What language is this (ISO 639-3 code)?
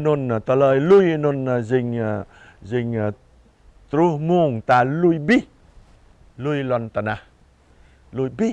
jra